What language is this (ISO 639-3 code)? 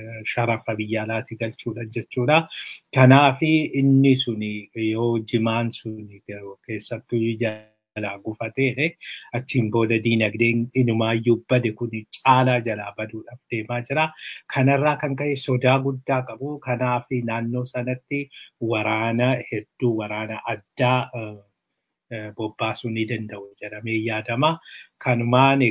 orm